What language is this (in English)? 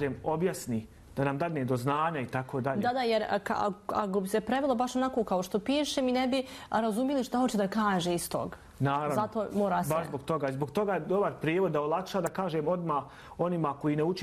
Bosnian